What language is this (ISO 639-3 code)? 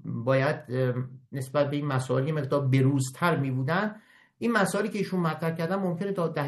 fas